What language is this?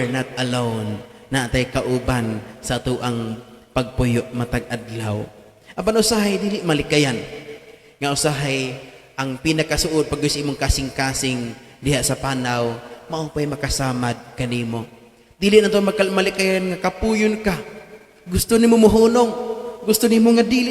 Cebuano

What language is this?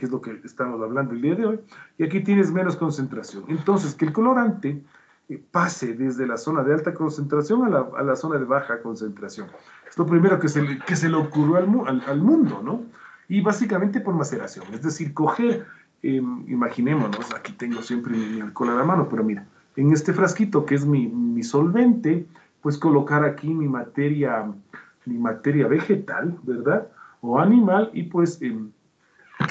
Spanish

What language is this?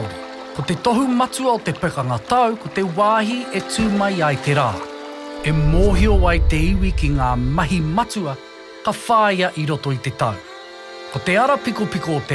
Māori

